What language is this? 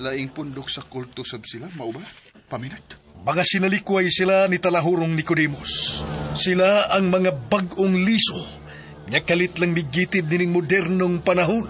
Cebuano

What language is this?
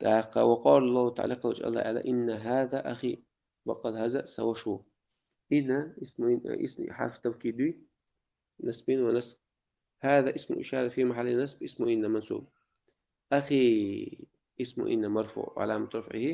Chechen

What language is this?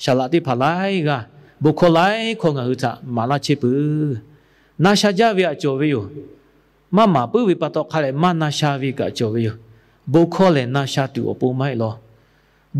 Lahu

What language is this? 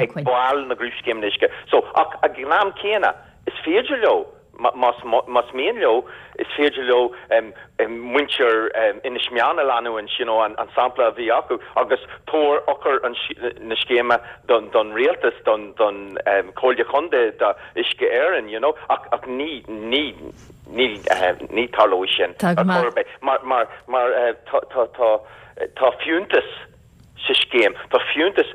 Irish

